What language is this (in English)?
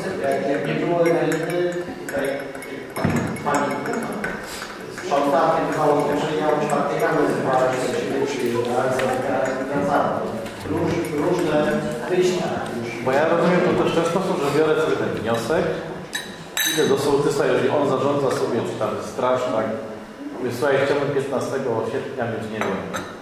Polish